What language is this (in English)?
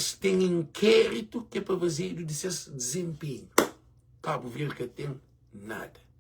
Kabuverdianu